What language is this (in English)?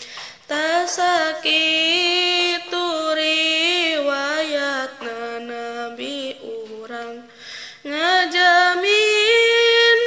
Sundanese